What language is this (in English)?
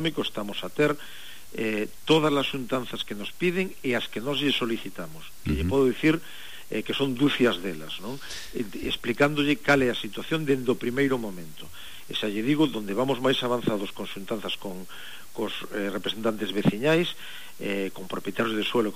Galician